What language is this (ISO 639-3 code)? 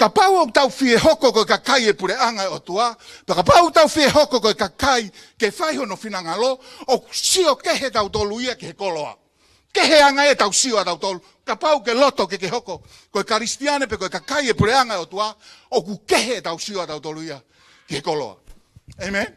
ton